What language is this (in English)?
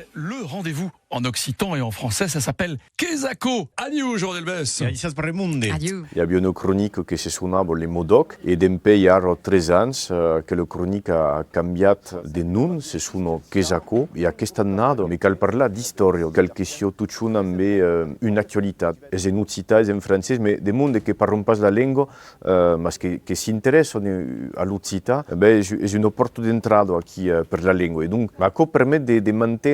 Occitan